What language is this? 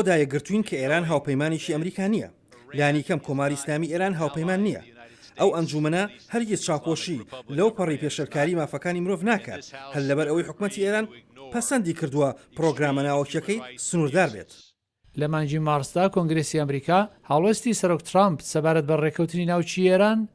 Central Kurdish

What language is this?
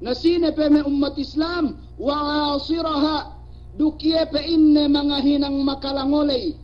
Yakan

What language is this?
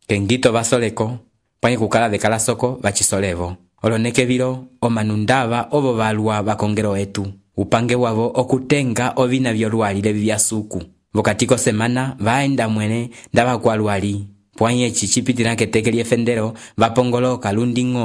Umbundu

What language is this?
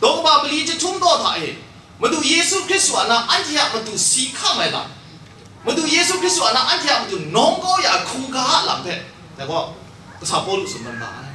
Kachin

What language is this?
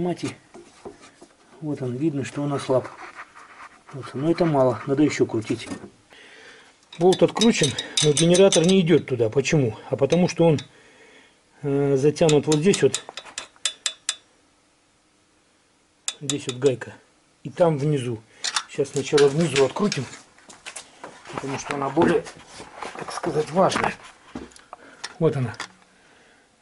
Russian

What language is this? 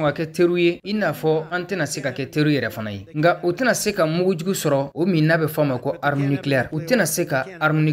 Bambara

